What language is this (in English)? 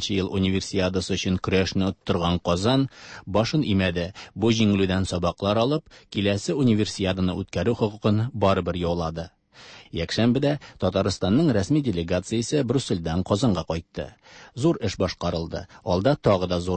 Tatar